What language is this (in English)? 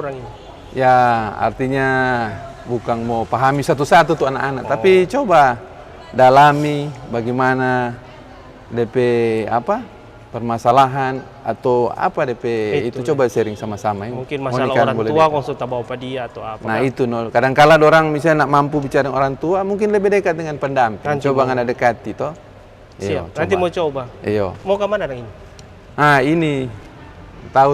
Manado Malay